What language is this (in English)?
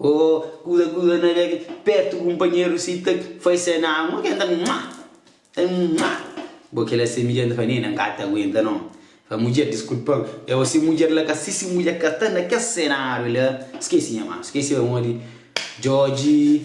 Kabuverdianu